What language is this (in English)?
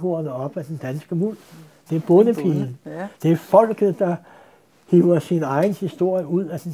Danish